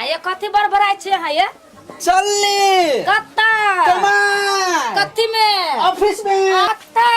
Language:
Maithili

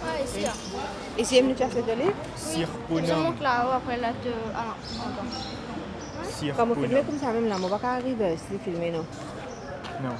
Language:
Morisyen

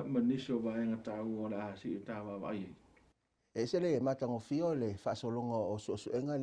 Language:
Samoan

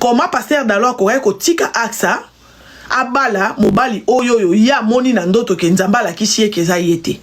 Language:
Lingala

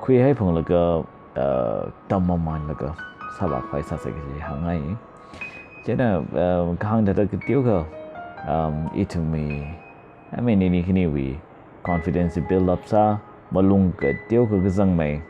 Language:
Tangkhul Naga (India)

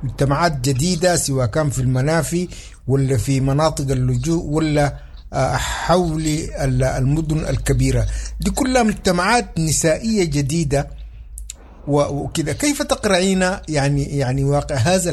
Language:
Sudanese Arabic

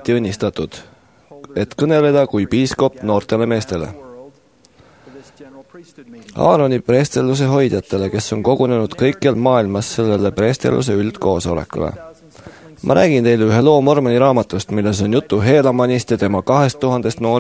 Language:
Estonian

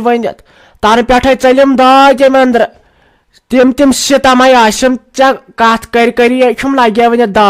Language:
Kashmiri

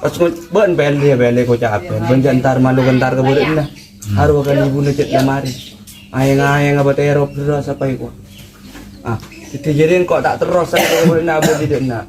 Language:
Madurese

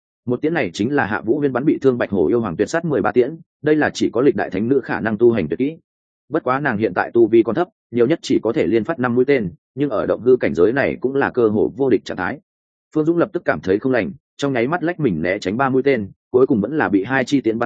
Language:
Vietnamese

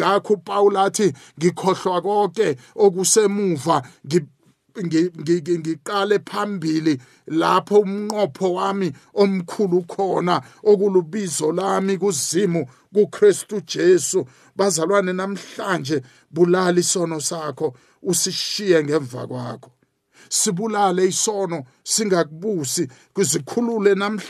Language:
South Ndebele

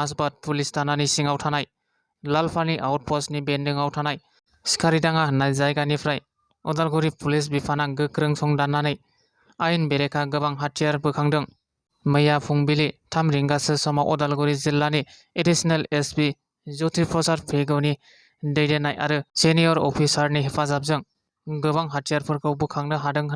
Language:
Bodo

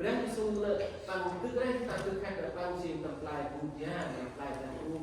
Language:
Central Mnong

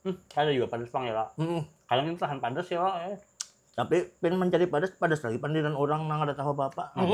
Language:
Banjar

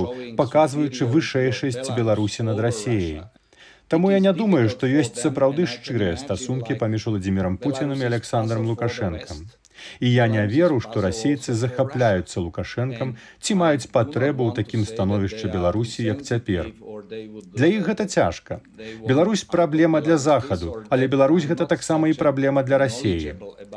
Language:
Belarusian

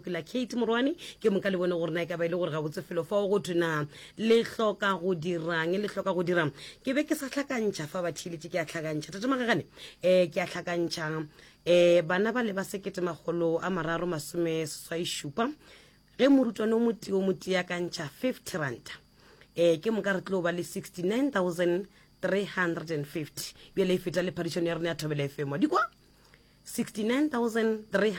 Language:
Northern Sotho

